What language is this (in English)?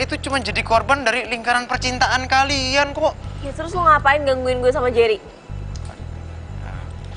Indonesian